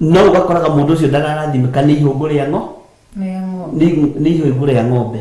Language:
Kikuyu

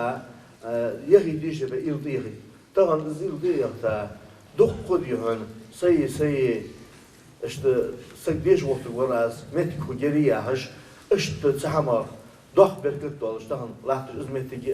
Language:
Ingush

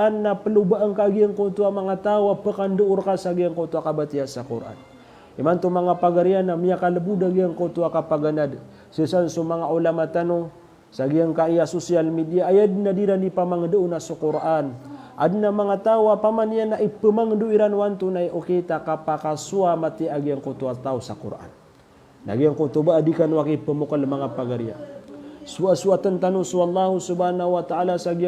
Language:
Maranao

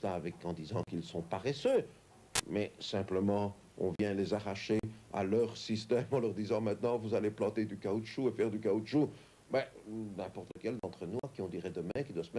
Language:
French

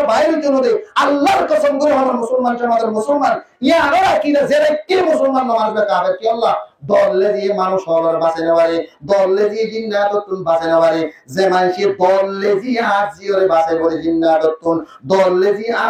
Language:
Rohingya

